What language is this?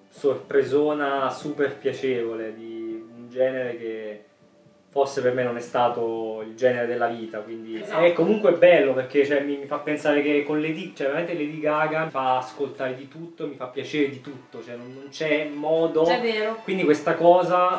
Italian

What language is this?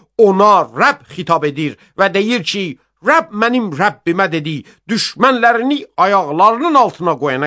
Azerbaijani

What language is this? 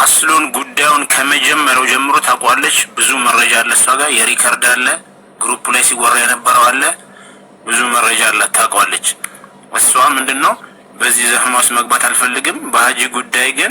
Amharic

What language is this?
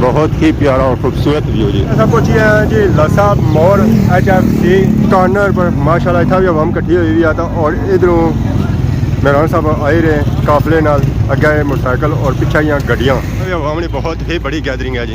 Pahari-Potwari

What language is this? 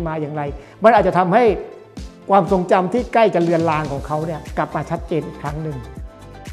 Thai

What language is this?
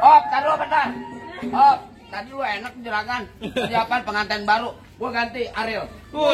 Betawi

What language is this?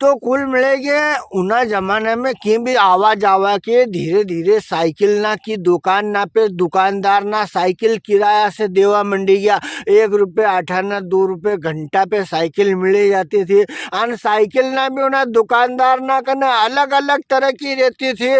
Rajasthani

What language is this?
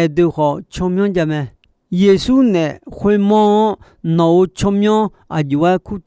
Akha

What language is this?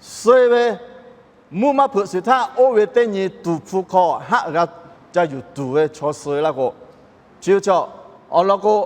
Lahu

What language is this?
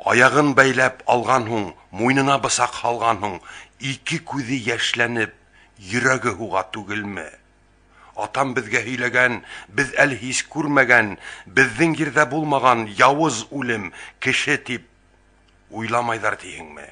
Bashkir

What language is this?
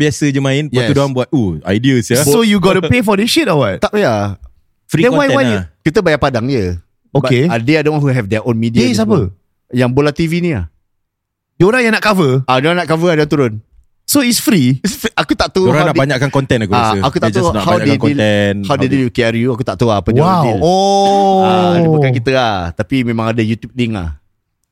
Malay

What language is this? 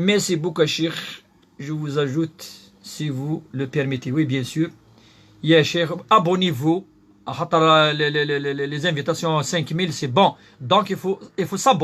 Kabyle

